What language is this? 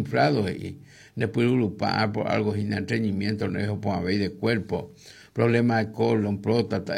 Guarani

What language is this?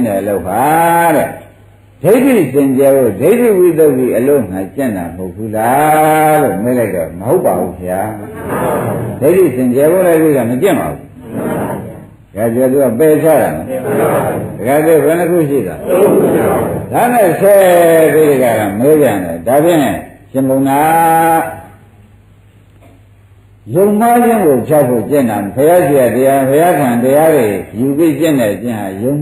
Burmese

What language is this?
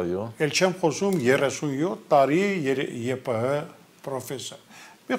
Armenian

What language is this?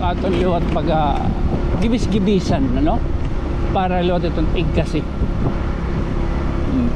Waray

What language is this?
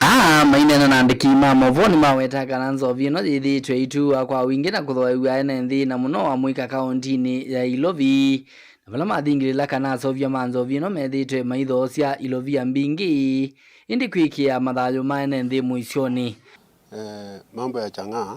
Kamba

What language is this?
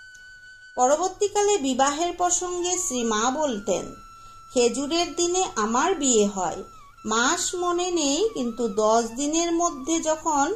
Bangla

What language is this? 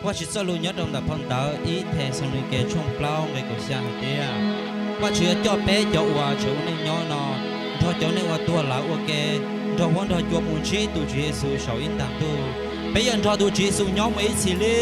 Hmong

